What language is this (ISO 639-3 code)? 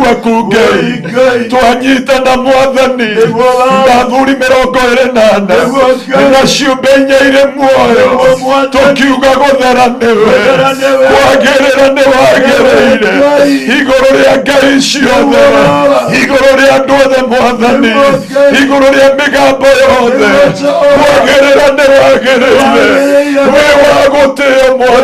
kik